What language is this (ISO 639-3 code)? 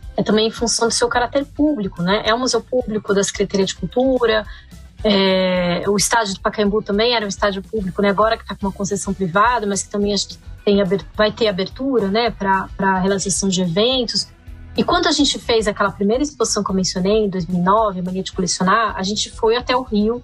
por